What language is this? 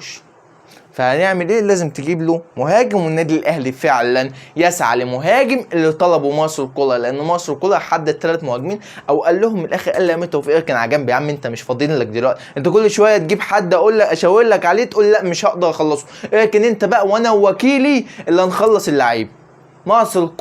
Egyptian Arabic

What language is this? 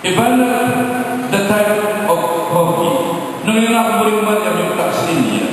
Pampanga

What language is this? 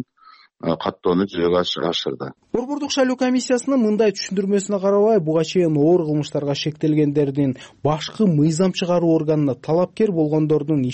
Kyrgyz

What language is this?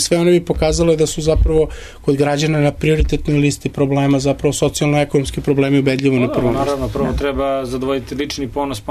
Serbian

